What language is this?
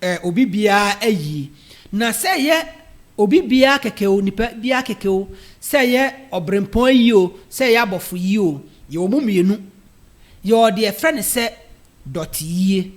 Akan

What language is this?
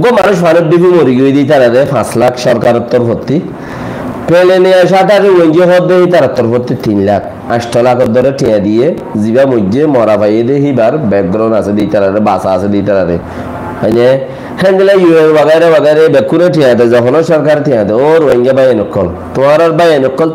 Rohingya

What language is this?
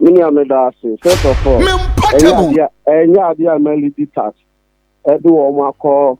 Akan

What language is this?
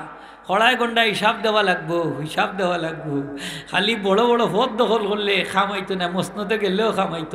Sylheti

